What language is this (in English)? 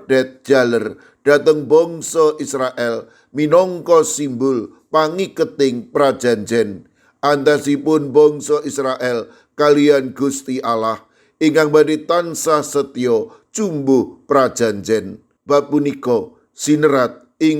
Javanese